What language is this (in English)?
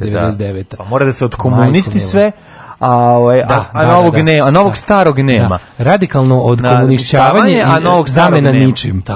Serbian